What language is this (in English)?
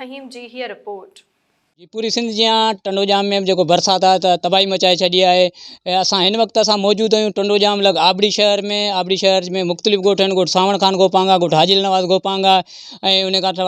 Sindhi